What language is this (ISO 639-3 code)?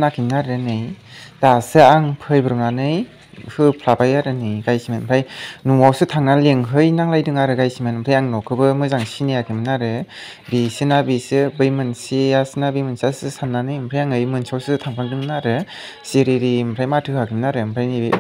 brx